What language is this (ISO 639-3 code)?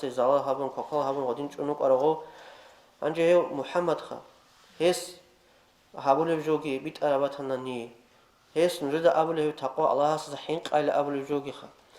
ava